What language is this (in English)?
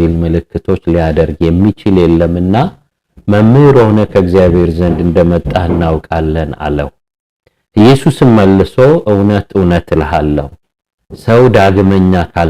Amharic